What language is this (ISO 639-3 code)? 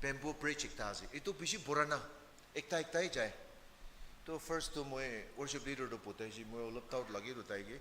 nag